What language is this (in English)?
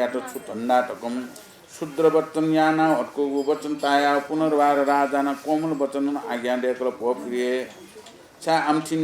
Newari